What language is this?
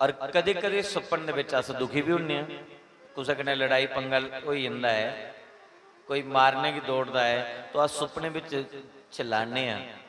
Dogri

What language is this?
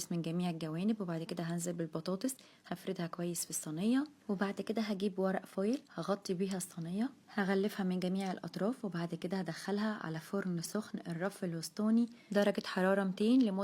Egyptian Arabic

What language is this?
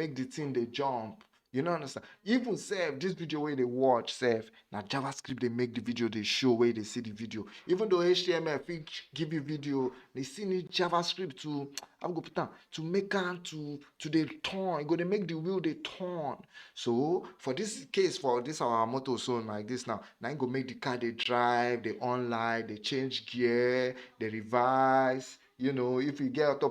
Nigerian Pidgin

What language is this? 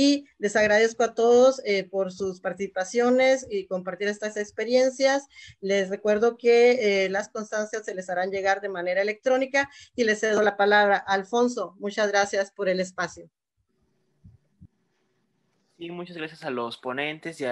Spanish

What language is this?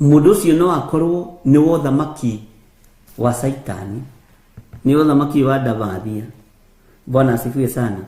Kikuyu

